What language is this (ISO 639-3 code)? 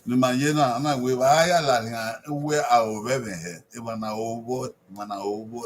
bin